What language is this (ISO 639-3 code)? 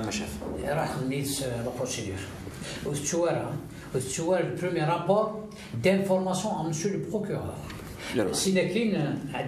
kab